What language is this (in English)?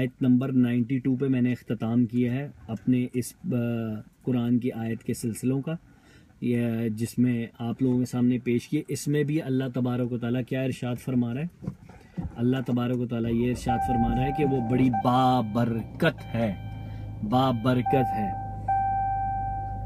Urdu